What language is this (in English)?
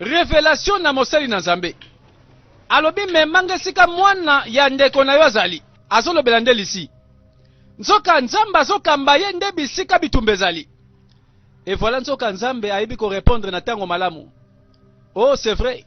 Lingala